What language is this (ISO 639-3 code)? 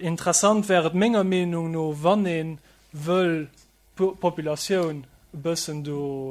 ltz